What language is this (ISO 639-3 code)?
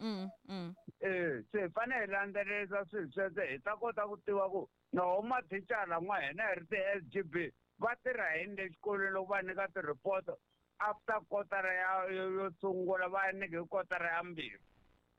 tso